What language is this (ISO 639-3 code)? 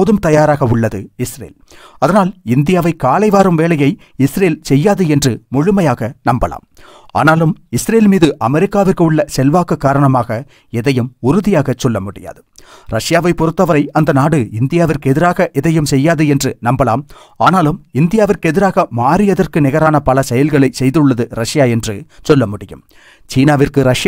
tam